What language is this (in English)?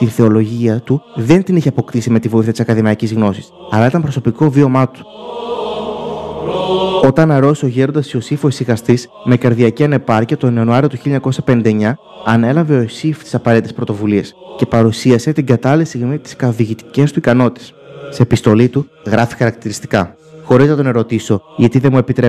Greek